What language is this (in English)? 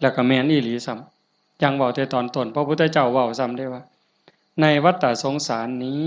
Northeastern Thai